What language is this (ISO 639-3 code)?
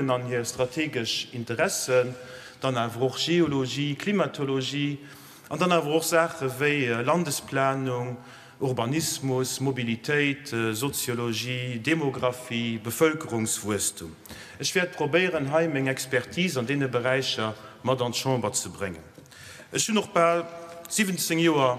ltz